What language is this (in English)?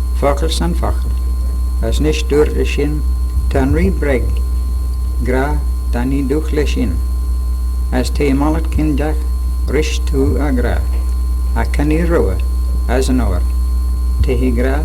Manx